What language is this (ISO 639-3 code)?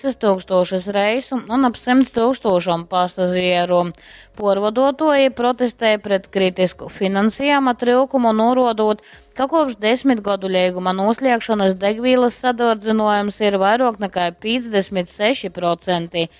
ltg